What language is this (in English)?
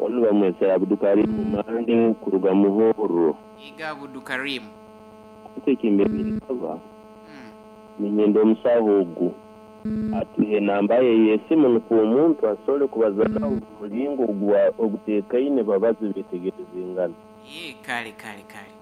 Nyankole